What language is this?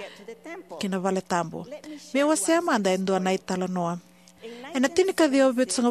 Fijian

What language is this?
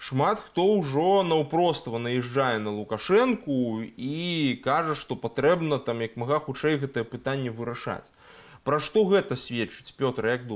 Belarusian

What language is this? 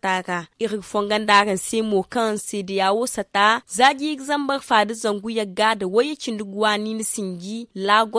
Zarma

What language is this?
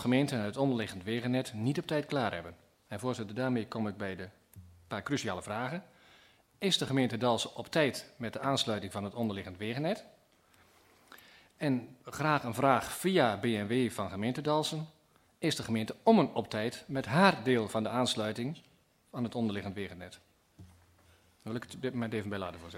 Dutch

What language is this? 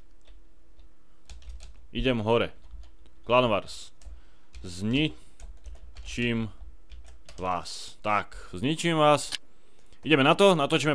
Slovak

